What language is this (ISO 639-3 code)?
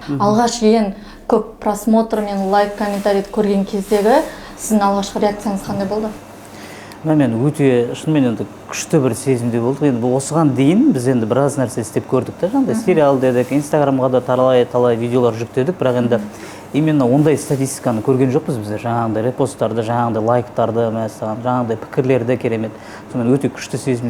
kaz